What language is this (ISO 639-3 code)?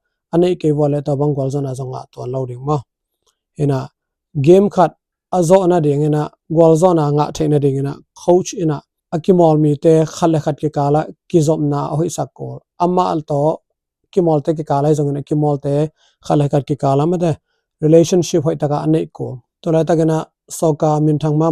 ctd